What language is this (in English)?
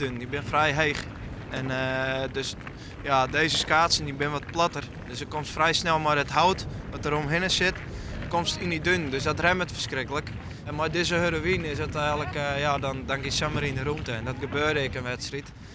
Western Frisian